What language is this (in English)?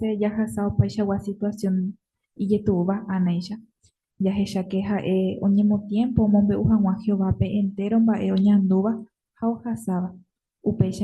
Guarani